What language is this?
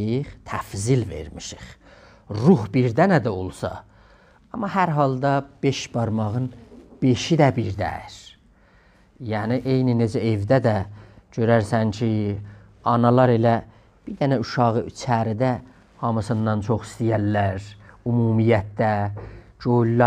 South Azerbaijani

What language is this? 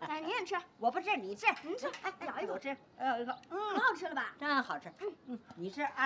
Chinese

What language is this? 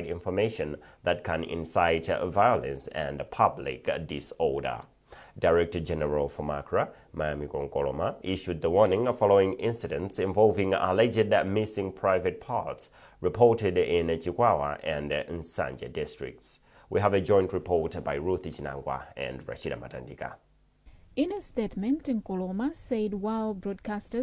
English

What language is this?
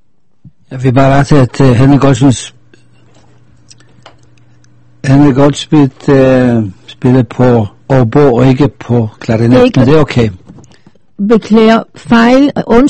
Danish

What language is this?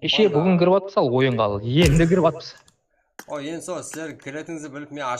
Kara-Kalpak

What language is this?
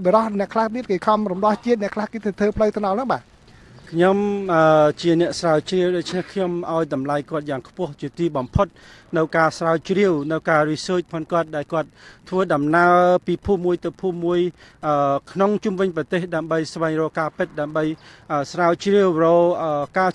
Khmer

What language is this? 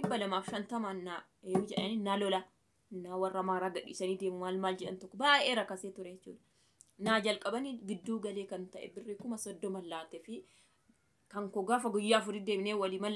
Oromo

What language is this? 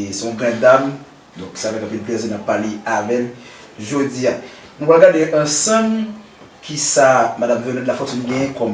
Haitian Creole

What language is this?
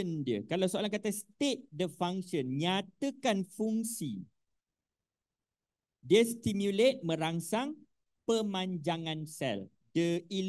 Malay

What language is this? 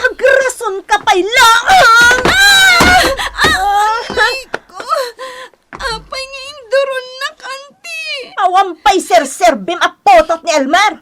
Iloko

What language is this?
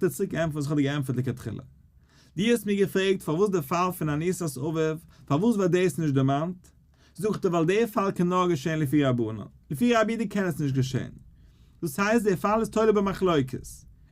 Yiddish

